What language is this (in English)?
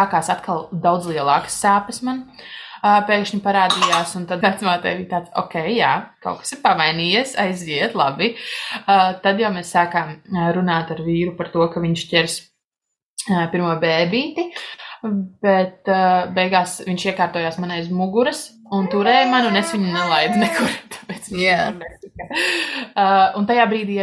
Latvian